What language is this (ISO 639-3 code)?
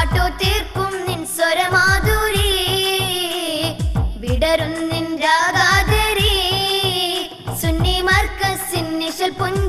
mal